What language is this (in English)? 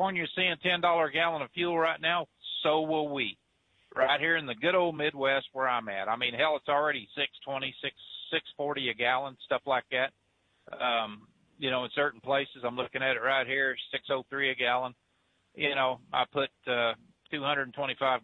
English